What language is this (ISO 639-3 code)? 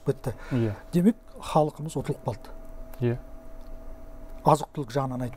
kaz